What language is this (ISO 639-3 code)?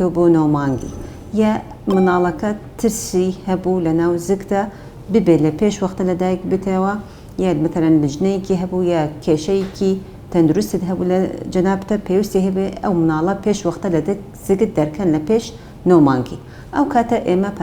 ckb